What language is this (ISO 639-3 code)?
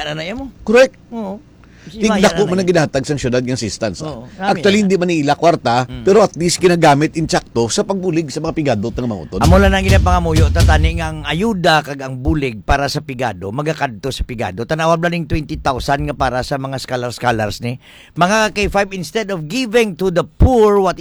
hil